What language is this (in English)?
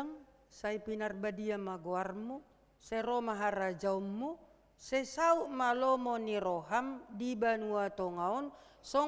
Batak Toba